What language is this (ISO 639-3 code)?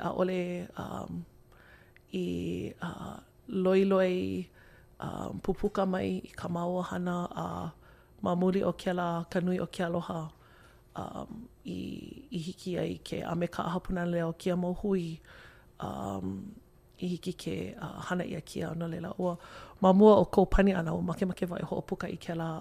haw